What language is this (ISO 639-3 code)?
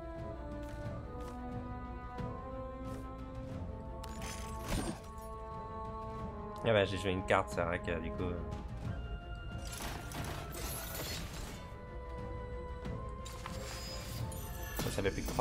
fra